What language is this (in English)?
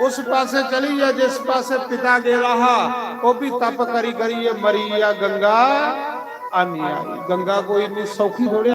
Dogri